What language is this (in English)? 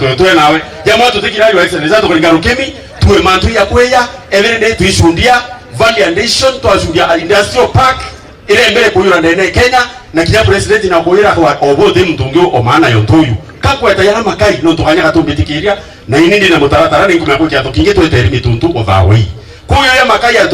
Meru